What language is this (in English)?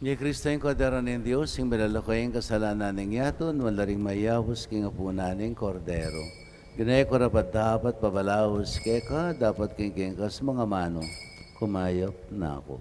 Pampanga